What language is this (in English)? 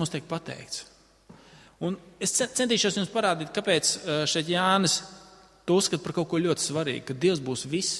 Latvian